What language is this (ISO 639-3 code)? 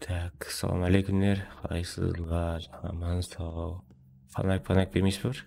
kaa